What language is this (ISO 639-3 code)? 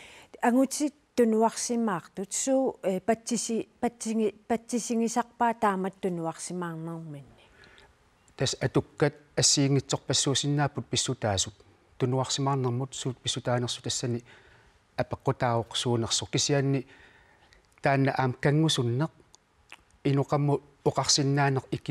kal